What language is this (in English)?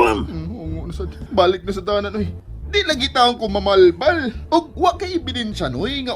Cebuano